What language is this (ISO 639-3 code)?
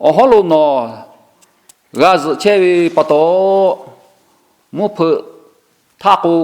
lhu